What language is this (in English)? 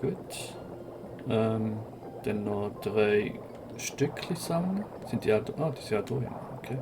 Swiss German